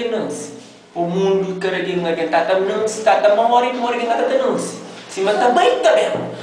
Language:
Kabuverdianu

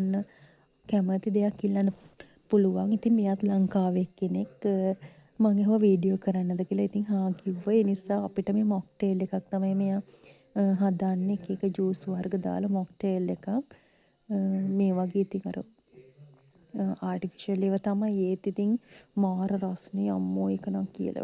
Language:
Sinhala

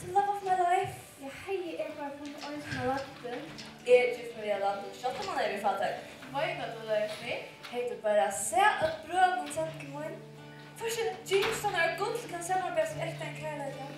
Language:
Faroese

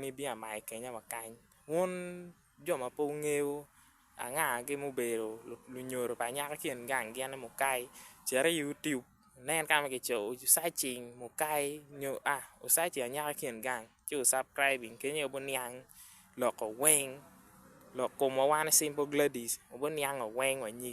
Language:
Acoli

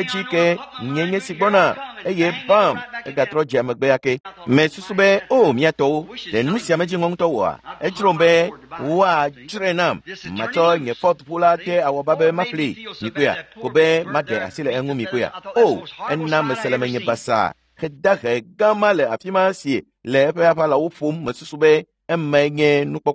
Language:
Ewe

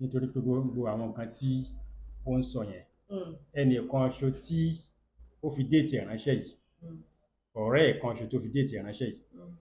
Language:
Yoruba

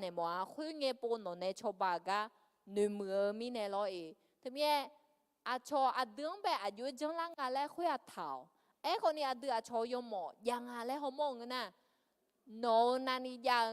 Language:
Akha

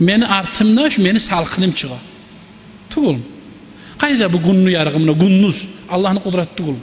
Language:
Kumyk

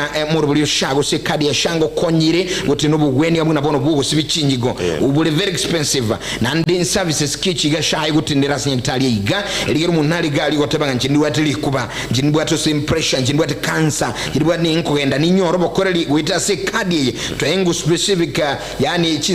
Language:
Gusii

